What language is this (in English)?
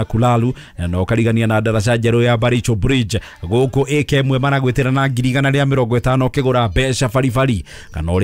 Kikuyu